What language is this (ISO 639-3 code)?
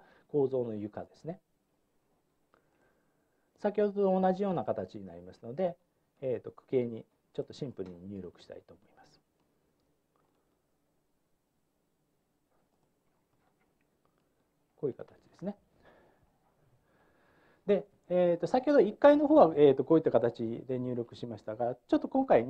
jpn